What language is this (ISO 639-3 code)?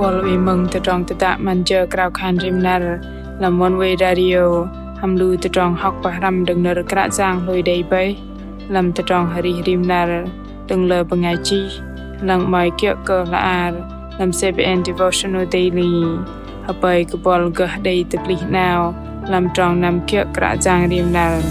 bdq